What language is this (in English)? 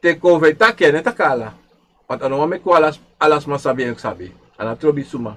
Sranan Tongo